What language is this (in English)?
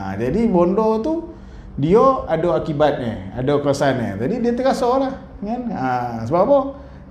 Malay